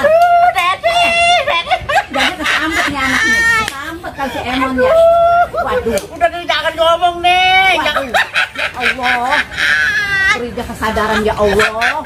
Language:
Betawi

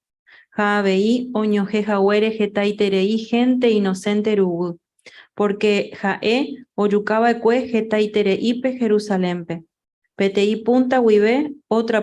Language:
Guarani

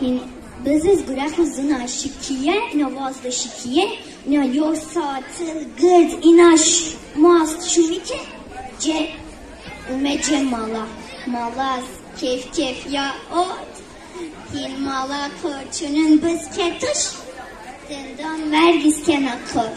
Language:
Zaza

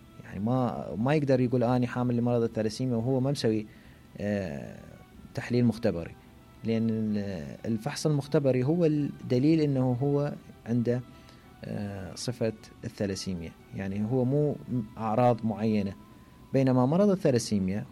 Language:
Mesopotamian Arabic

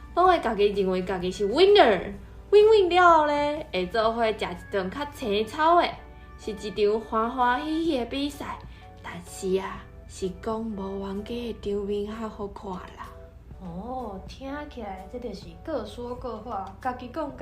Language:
Min Nan Chinese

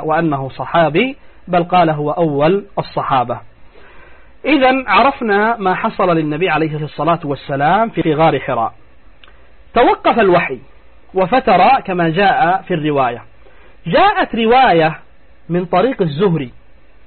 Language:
Arabic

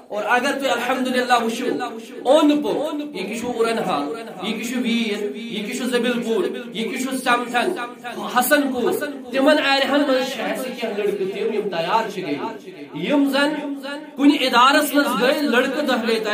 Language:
Kashmiri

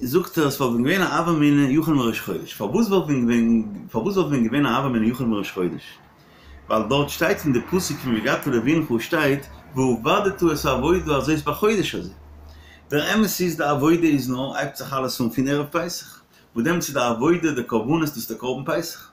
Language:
Yiddish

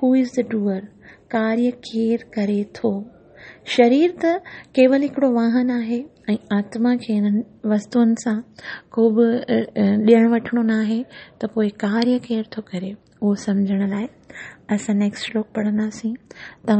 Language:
Sindhi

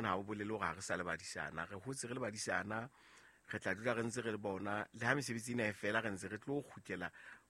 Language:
Southern Sotho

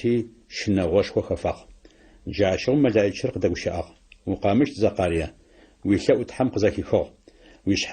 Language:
Adyghe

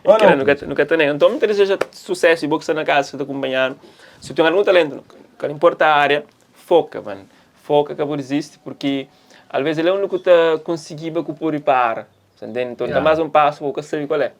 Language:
Kabuverdianu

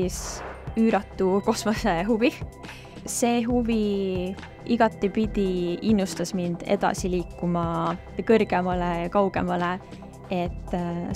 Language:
Estonian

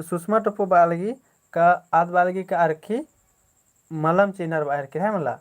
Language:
Kurukh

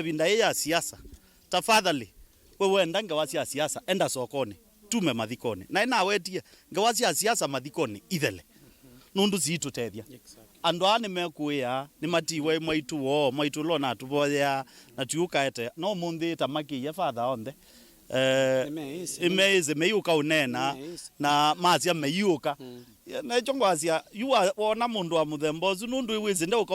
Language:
Kamba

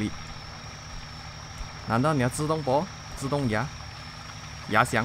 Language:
Chinese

